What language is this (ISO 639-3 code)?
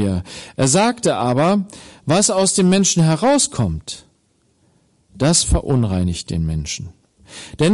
deu